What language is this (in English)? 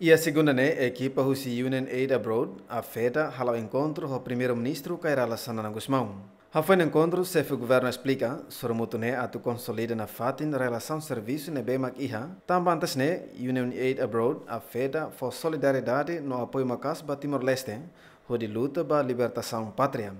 Tetum